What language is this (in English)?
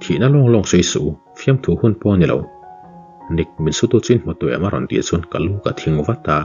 Mizo